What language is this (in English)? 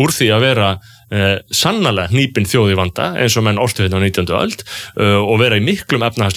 Icelandic